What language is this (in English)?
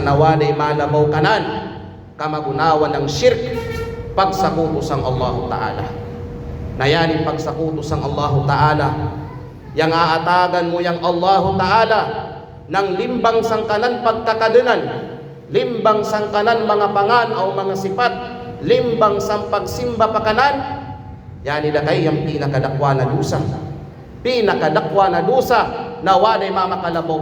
Kalagan